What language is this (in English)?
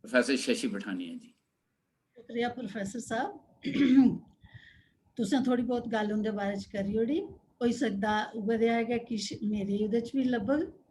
Dogri